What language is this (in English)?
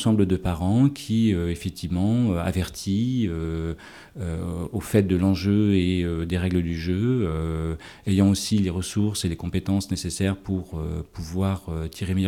French